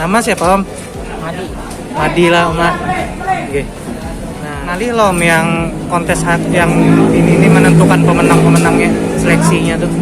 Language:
Banjar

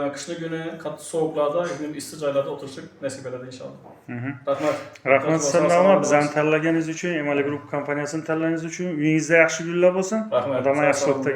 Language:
Uzbek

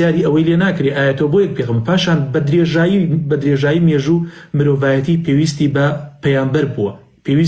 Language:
Central Kurdish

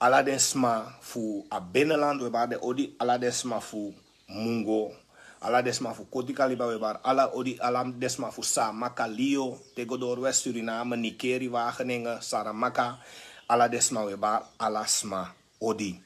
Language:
Sranan Tongo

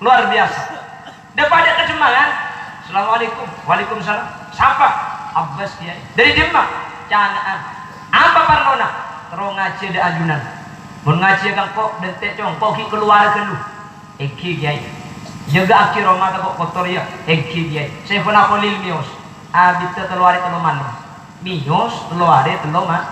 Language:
Madurese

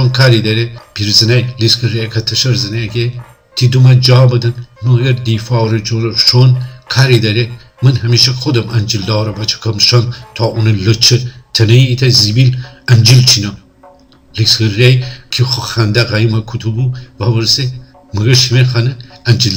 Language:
Gilaki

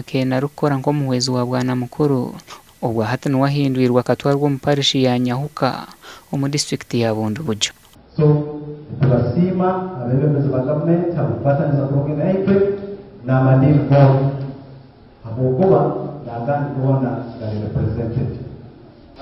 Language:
Nyankole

